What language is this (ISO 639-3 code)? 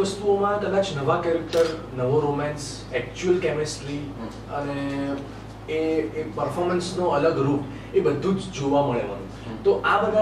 guj